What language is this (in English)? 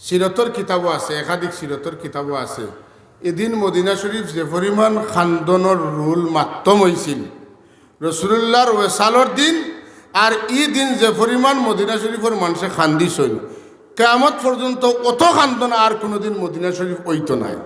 Sylheti